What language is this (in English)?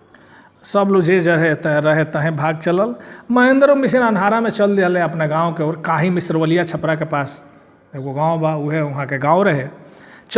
Bhojpuri